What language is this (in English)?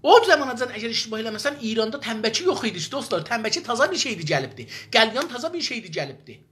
South Azerbaijani